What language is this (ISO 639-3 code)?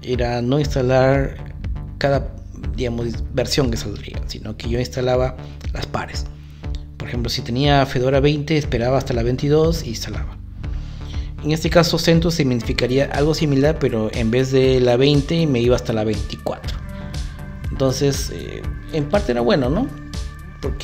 spa